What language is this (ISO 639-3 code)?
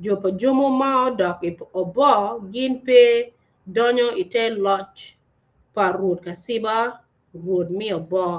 ach